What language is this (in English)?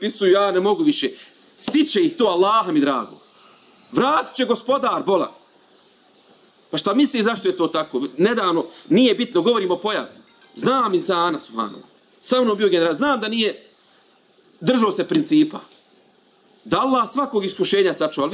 Bosnian